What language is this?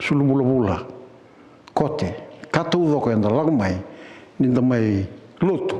Fijian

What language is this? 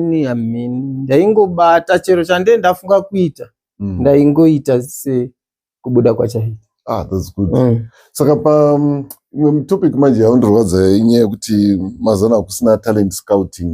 Shona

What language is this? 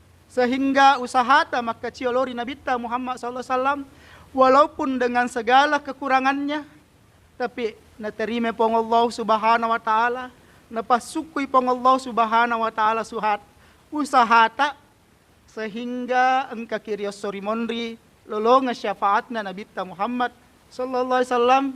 Buginese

